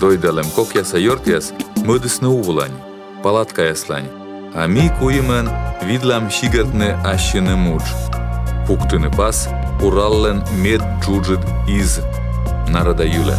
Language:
Komi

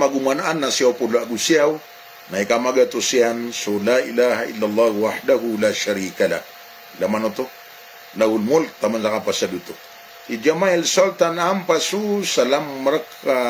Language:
Maranao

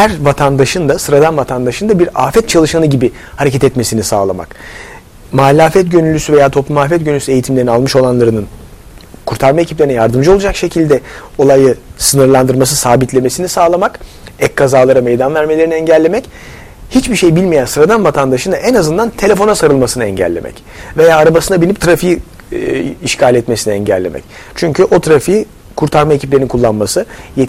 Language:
Turkish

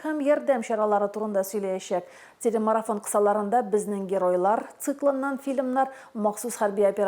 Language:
Tatar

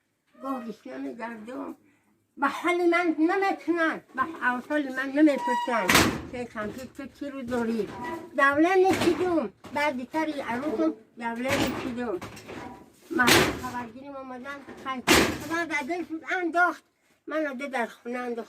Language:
Tajik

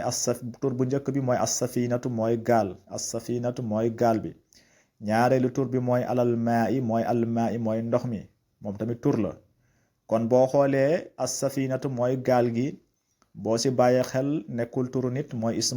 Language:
Wolof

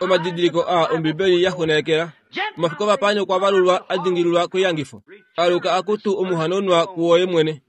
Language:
Kuanyama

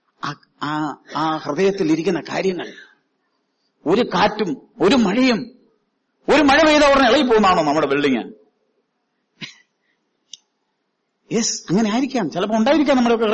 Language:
Malayalam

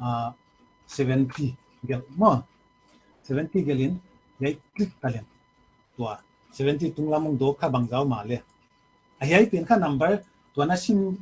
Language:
Paite Chin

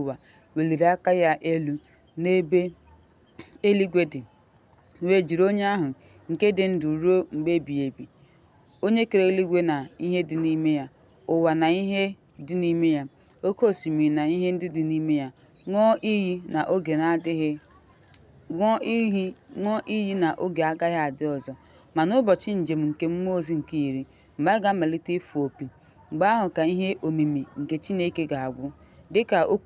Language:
Igbo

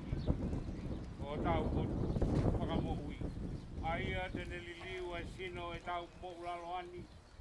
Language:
Tongan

